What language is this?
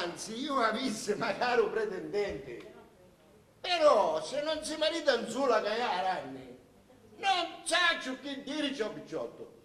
Sicilian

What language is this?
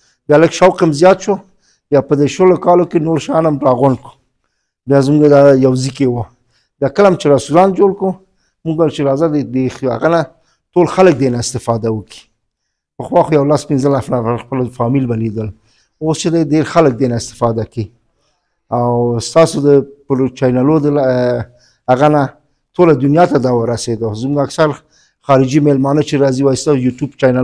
Pashto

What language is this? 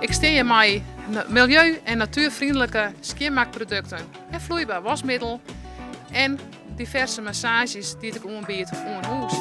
Western Frisian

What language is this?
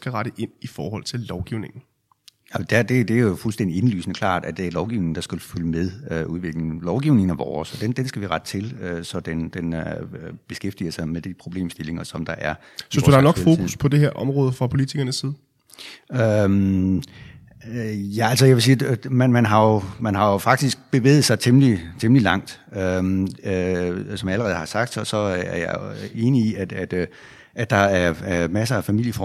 Danish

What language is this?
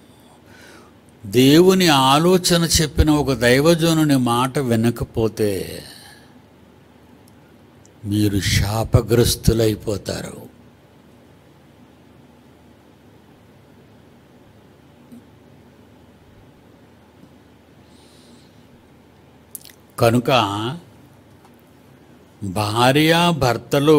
Telugu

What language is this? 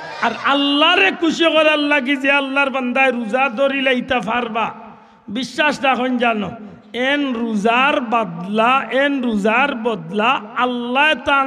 Sylheti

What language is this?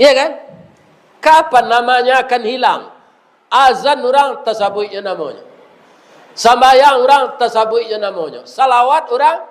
Minangkabau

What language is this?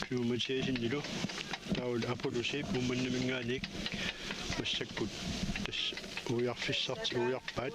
Kalaallisut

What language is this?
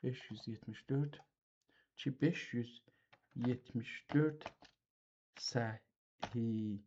South Azerbaijani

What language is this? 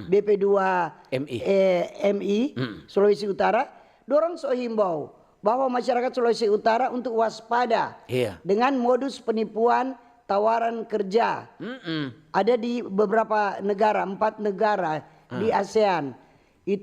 Manado Malay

